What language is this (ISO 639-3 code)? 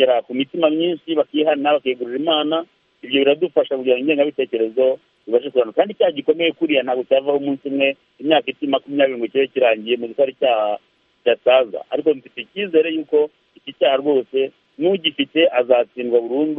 kin